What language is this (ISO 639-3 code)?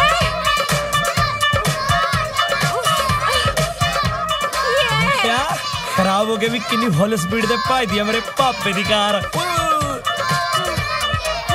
pan